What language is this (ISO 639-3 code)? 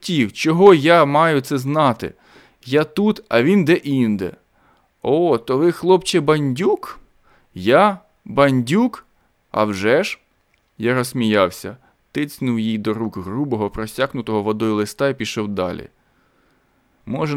ukr